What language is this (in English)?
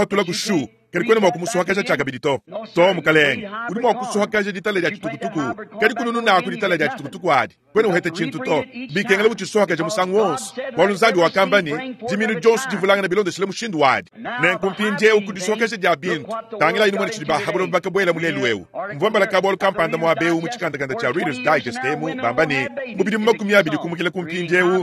Luba-Lulua